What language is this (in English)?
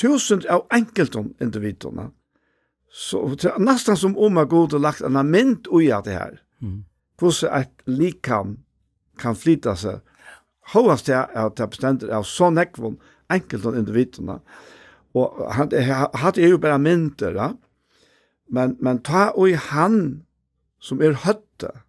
Faroese